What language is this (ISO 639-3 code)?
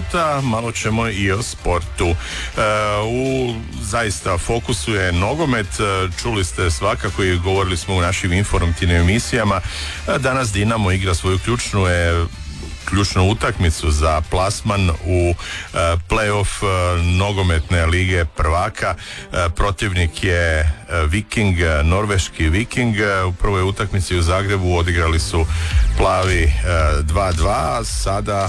hrv